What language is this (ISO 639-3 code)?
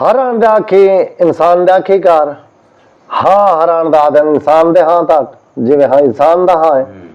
skr